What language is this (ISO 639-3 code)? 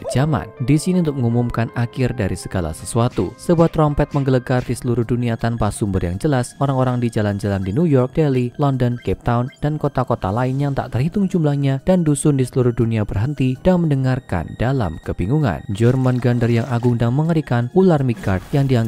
ind